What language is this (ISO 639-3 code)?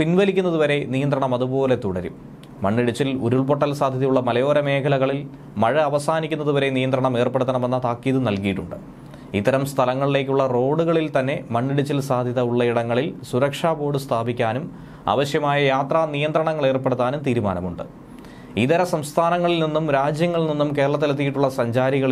mal